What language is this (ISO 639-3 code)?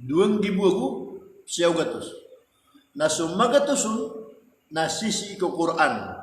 mrw